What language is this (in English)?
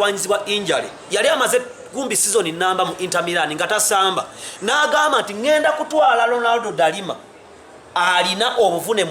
Ganda